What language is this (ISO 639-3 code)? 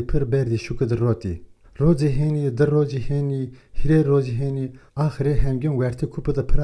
zza